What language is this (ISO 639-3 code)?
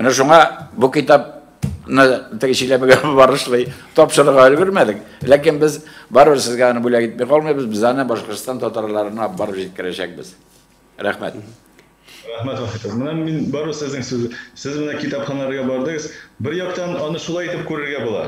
tat